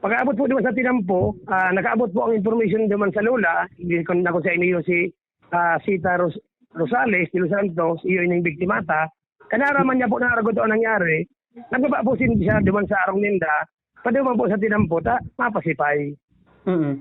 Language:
Bikol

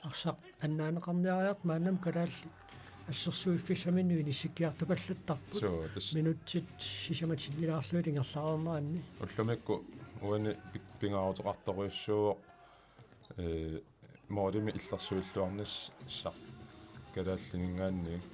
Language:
Kalaallisut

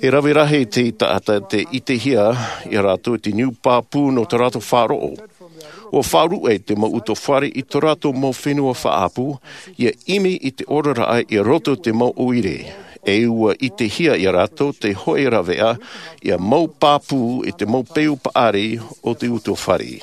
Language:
Tahitian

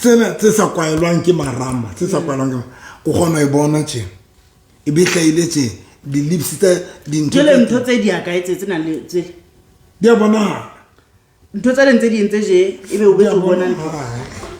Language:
Southern Sotho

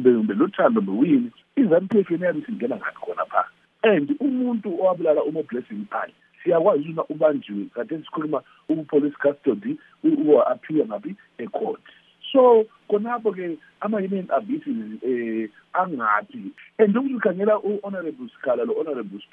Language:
North Ndebele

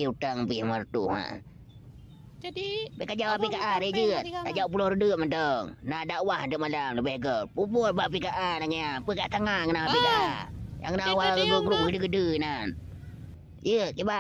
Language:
Achinese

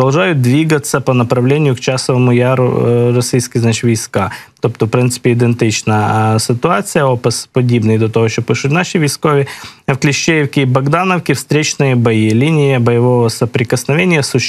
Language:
Ukrainian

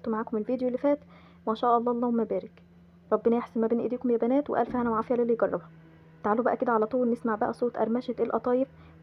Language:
Egyptian Arabic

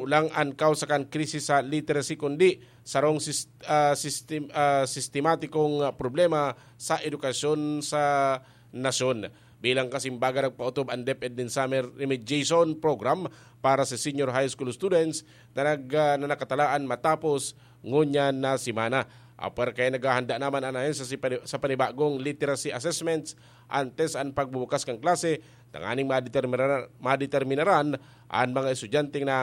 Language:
Bikol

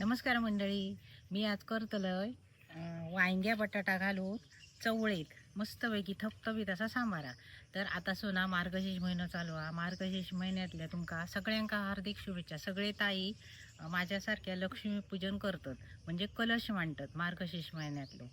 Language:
Konkani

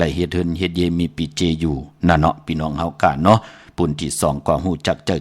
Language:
Shan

